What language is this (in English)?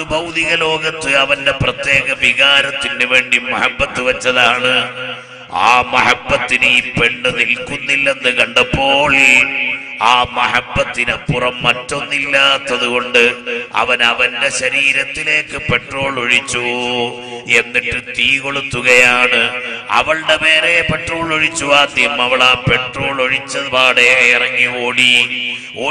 Malayalam